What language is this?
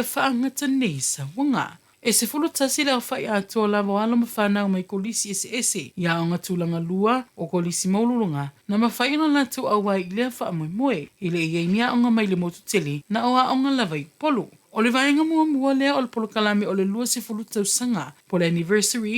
Samoan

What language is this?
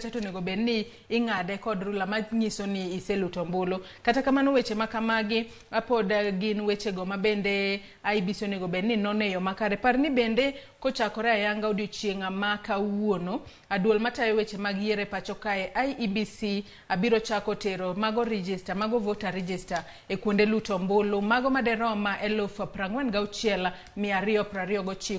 Luo (Kenya and Tanzania)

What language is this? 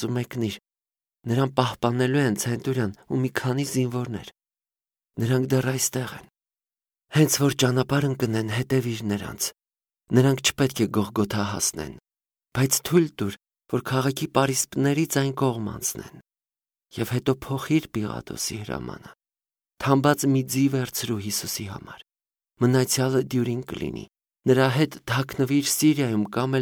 Armenian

